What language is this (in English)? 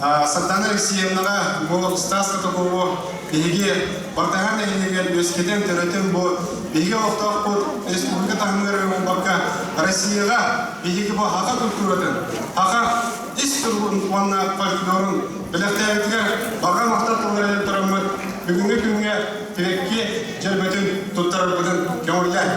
Yakut